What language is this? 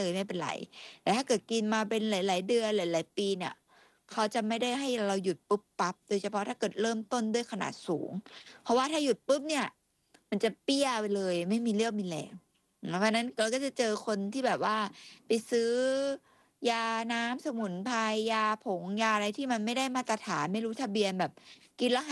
Thai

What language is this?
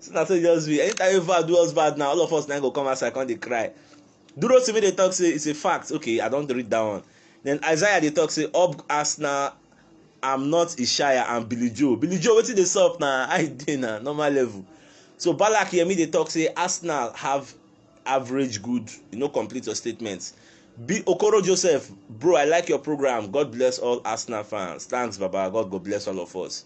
Nigerian Pidgin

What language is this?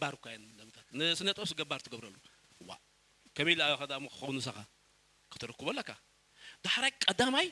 Tigrinya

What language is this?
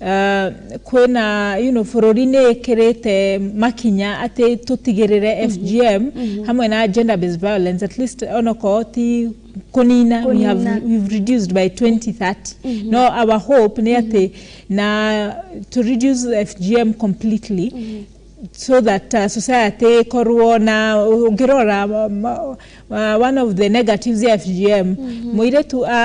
Kikuyu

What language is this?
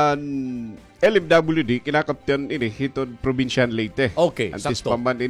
Waray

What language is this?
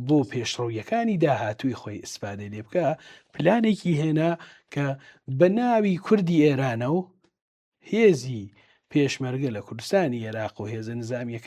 Central Kurdish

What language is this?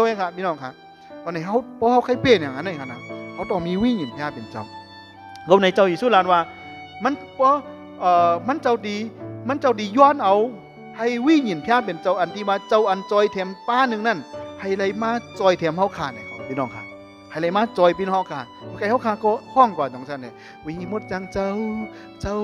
Shan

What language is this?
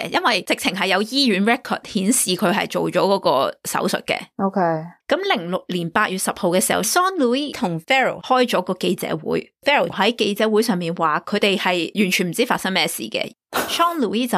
Cantonese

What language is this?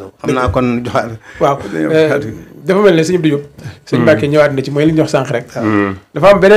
Wolof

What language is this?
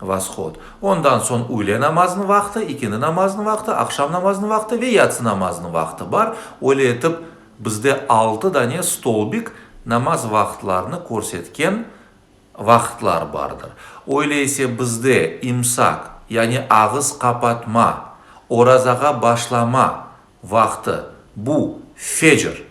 Crimean Tatar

